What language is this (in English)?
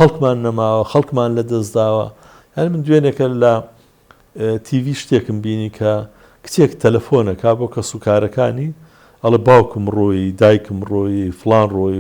Central Kurdish